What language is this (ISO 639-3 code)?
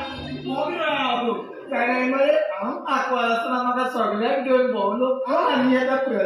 kok